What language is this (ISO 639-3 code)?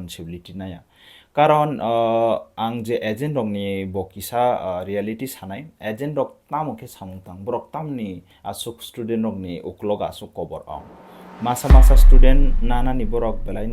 trp